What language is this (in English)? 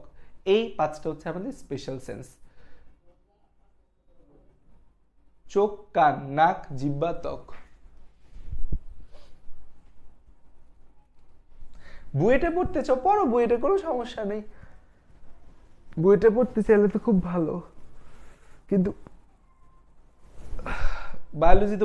Bangla